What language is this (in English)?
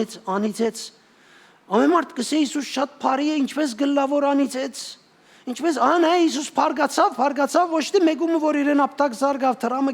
Western Armenian